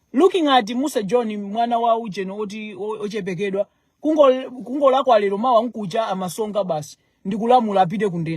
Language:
Nyanja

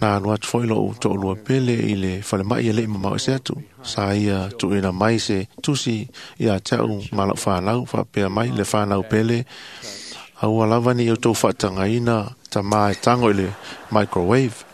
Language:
Samoan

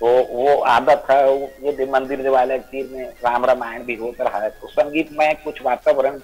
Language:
Chhattisgarhi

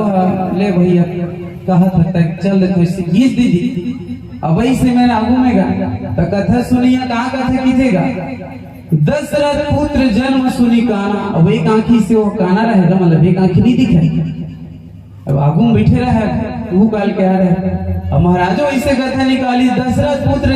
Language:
Chhattisgarhi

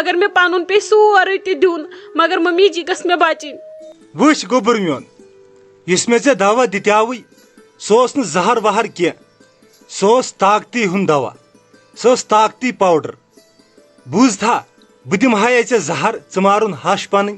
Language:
Kashmiri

